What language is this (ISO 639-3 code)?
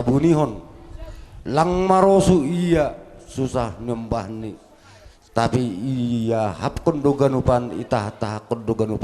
bts